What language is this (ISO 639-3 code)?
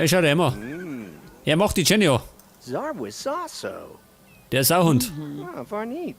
bar